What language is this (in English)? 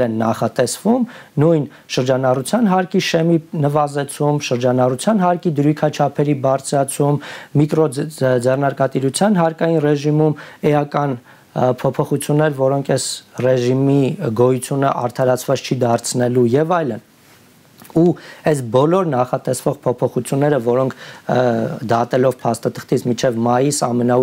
Armenian